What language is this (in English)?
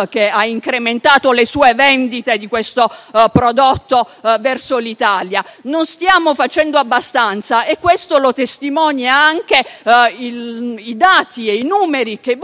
Italian